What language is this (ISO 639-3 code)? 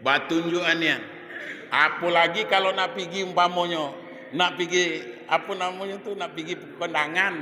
min